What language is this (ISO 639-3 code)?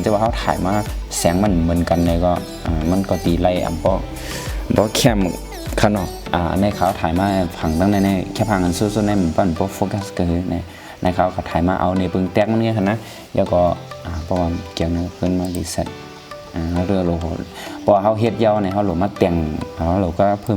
shn